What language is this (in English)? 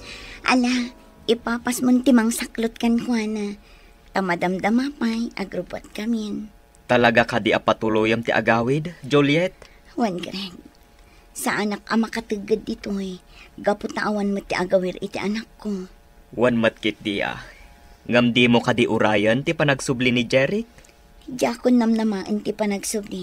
Iloko